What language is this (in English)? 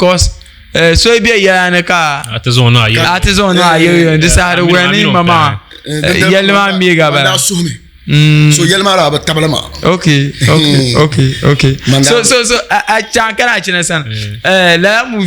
Dagbani